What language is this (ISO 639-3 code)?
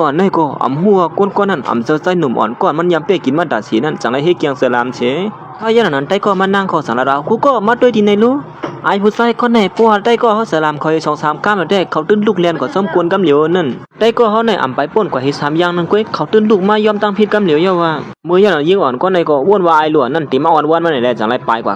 shn